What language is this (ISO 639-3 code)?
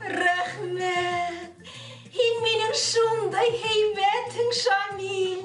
bak